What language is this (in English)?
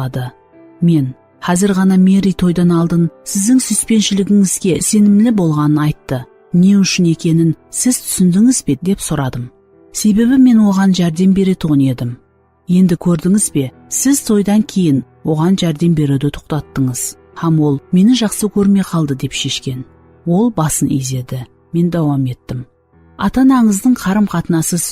Kara-Kalpak